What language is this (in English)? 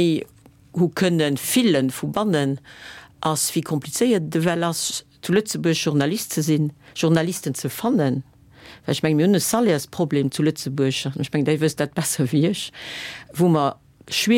Luxembourgish